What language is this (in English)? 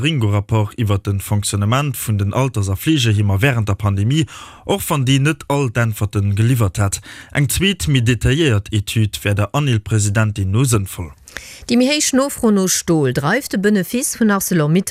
Luxembourgish